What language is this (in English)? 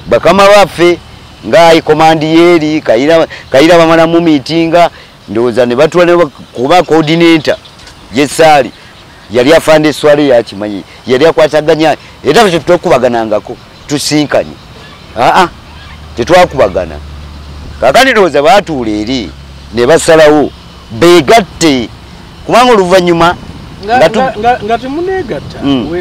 Ganda